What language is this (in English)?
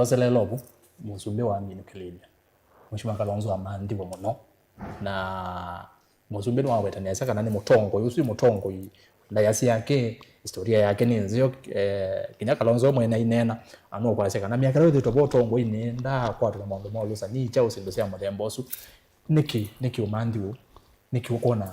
Kamba